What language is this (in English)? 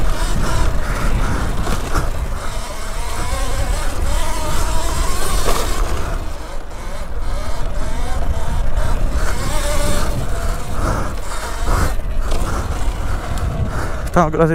Finnish